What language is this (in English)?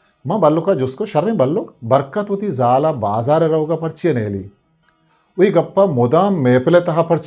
Eastern Balochi